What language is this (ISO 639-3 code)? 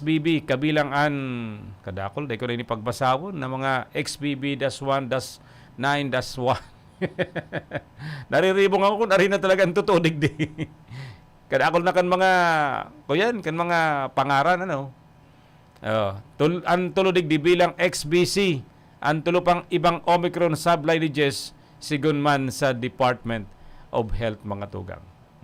bik